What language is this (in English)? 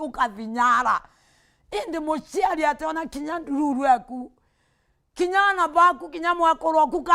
Meru